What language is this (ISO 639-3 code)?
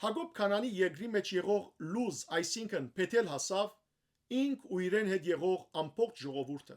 hyw